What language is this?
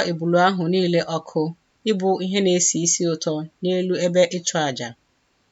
Igbo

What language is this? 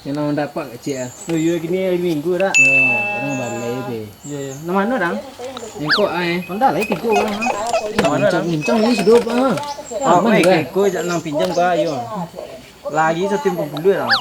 Minangkabau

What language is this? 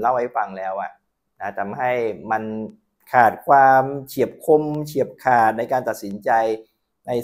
Thai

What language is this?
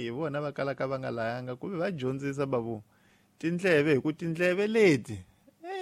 Tsonga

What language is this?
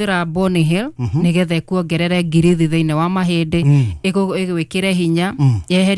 Kikuyu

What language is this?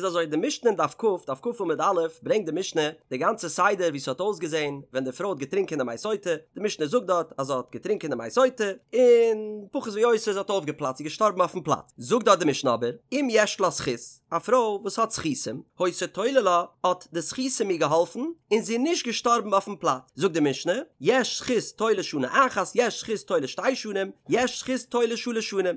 Yiddish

